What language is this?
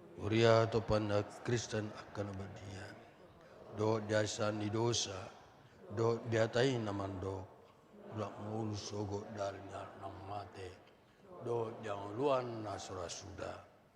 Batak Toba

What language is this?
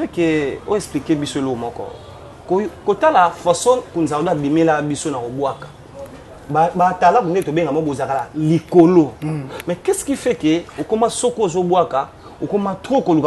Lingala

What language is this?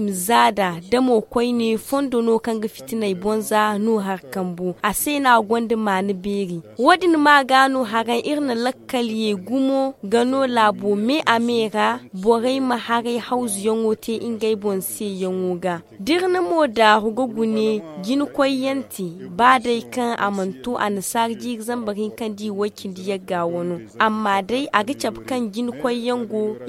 Zarma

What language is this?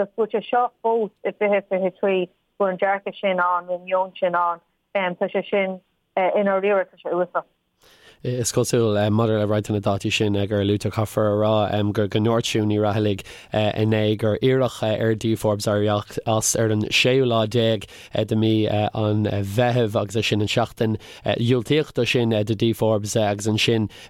Irish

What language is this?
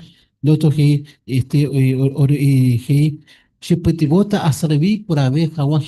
Guarani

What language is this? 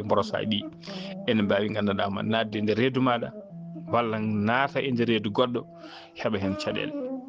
Fula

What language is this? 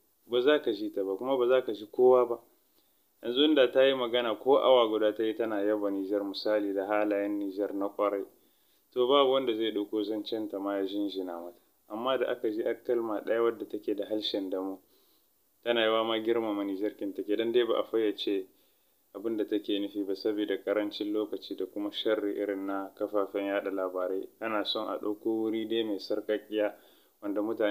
Hausa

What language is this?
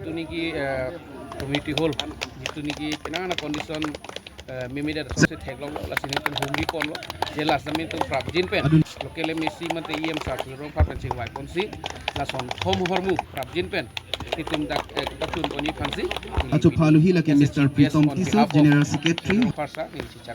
Karbi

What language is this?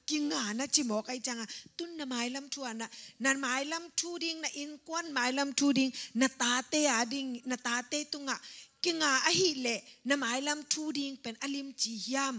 Tedim Chin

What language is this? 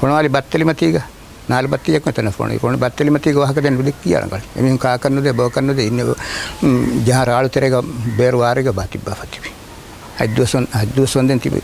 Divehi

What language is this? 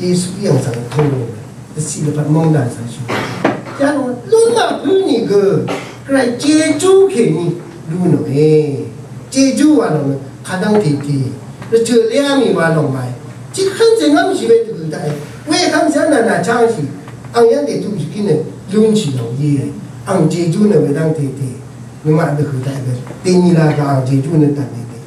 Rawang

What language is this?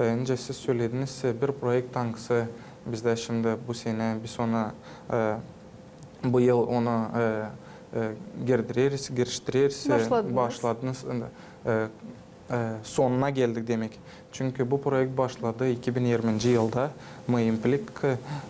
Gagauz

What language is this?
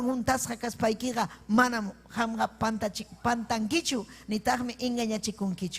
Ayacucho Quechua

